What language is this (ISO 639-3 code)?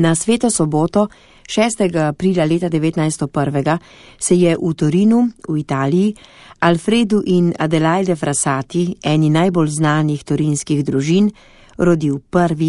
slv